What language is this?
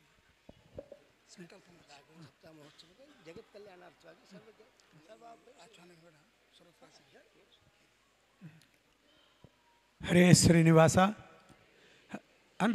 Kannada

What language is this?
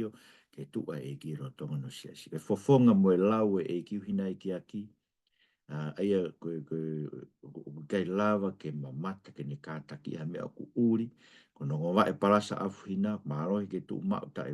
Tongan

